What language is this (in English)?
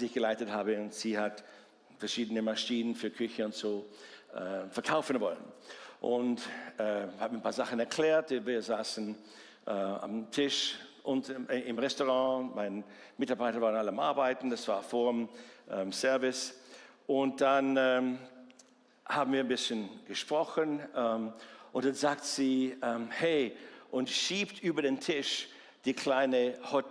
Swiss German